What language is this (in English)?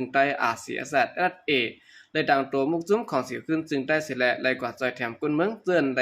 Shan